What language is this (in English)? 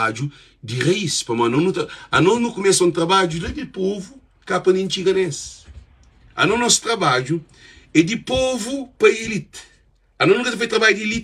Kabuverdianu